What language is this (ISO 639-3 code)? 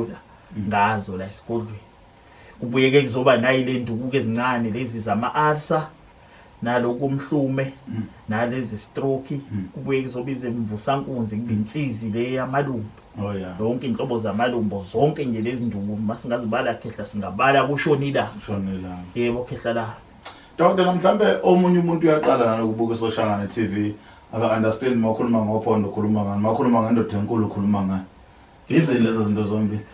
zul